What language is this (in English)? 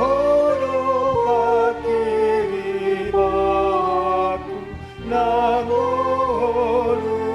Batak Toba